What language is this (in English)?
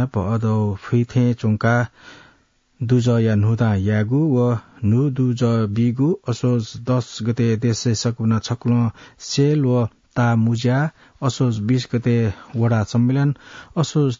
Newari